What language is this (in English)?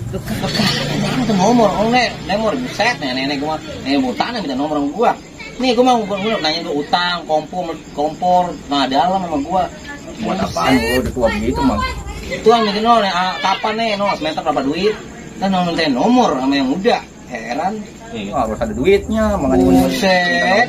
Betawi